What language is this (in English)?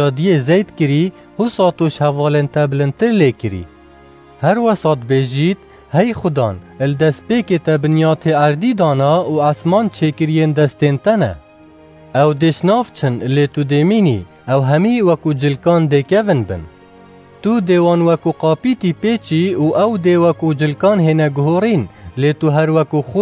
Kurdish